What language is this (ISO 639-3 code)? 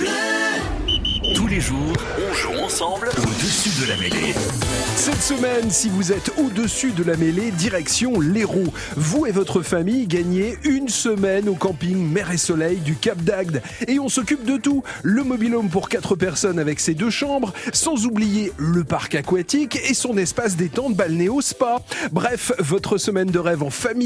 fra